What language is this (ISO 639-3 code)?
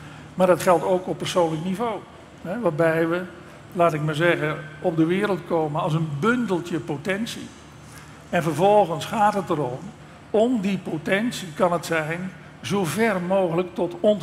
nld